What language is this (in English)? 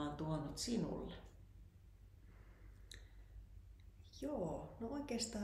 Finnish